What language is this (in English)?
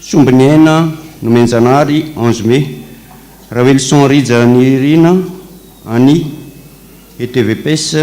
Malagasy